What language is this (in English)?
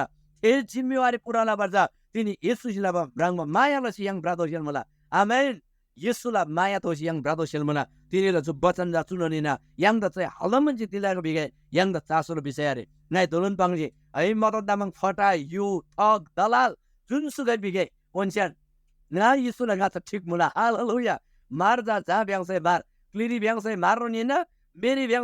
Eastern Tamang